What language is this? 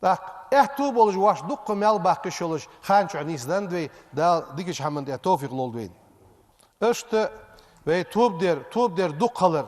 Ingush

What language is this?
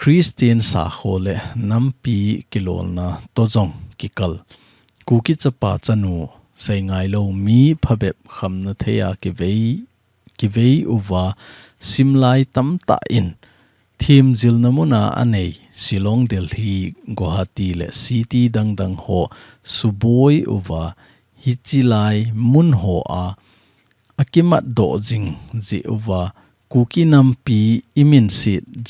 Thado Chin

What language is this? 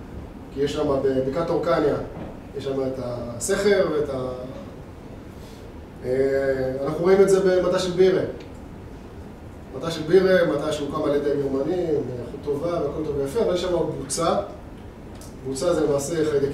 Hebrew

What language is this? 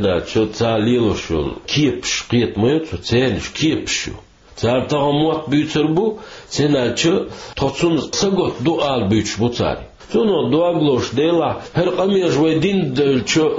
Chechen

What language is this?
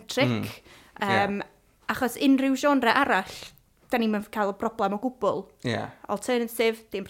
Welsh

